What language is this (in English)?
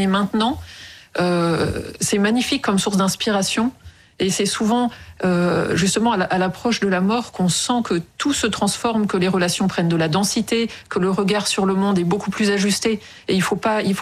French